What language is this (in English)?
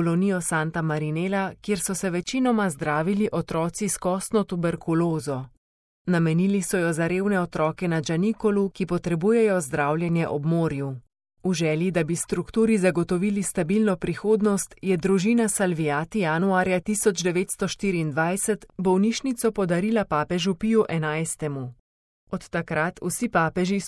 Slovenian